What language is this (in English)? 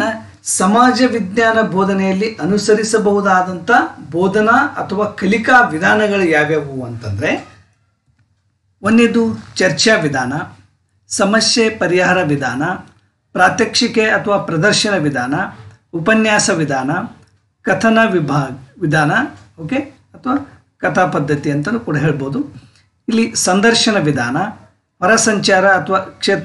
Kannada